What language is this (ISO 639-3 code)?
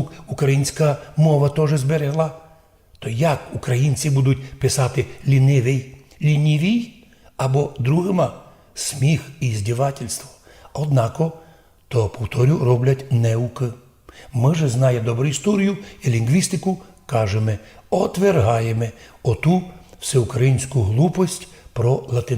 rue